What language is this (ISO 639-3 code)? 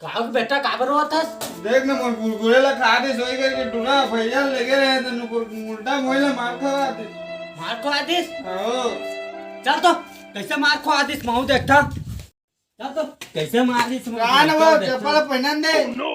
hne